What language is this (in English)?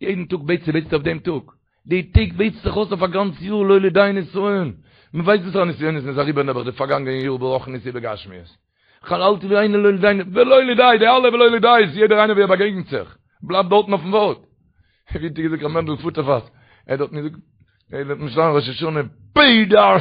Yiddish